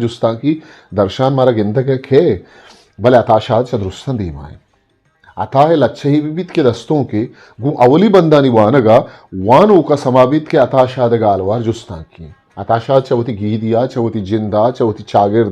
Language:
Eastern Balochi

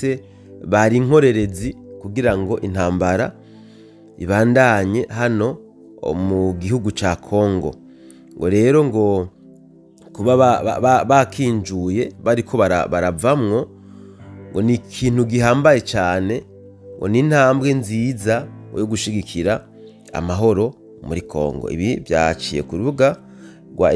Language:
Rundi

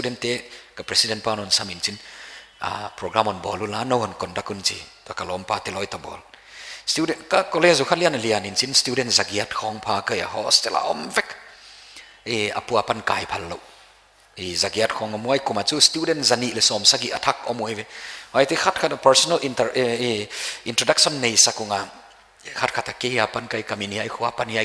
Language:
Paite Chin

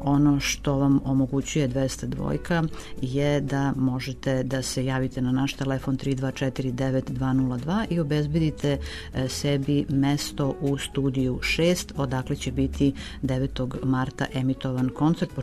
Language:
Serbian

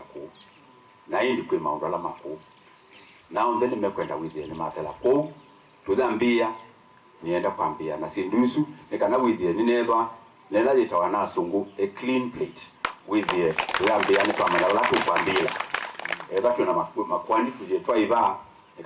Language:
Kamba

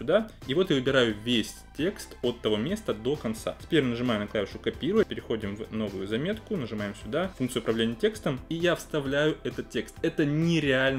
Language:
Russian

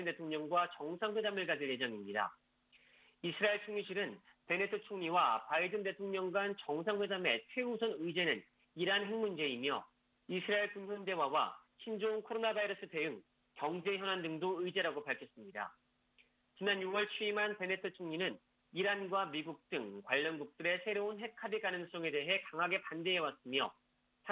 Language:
Korean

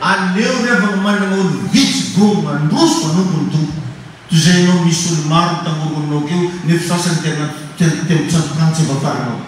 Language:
Malagasy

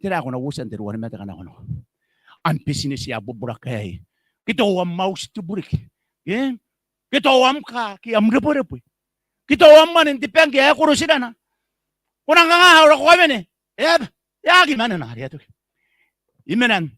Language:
Gilbertese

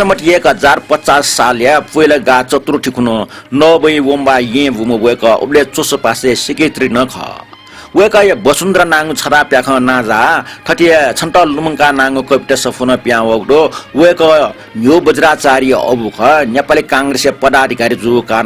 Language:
Newari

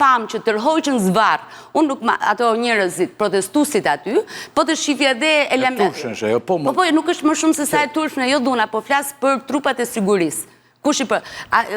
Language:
Albanian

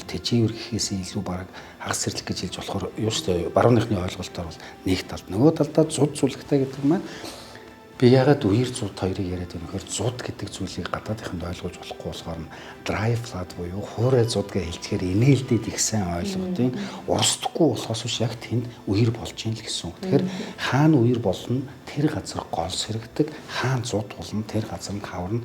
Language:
Mongolian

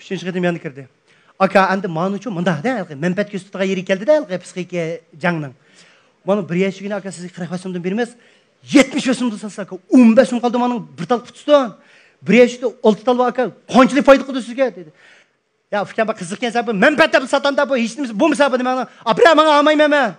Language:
Uyghur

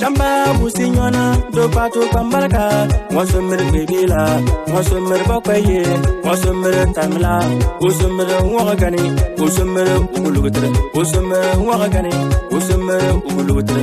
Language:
Bimoba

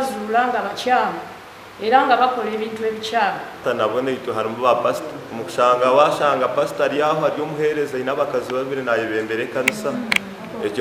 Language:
Nyankole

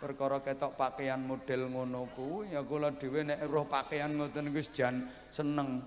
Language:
Javanese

